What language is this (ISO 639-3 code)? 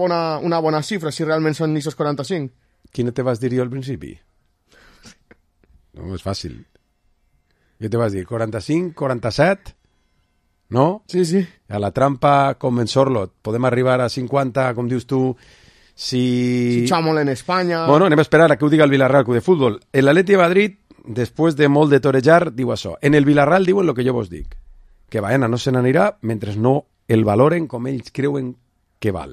cat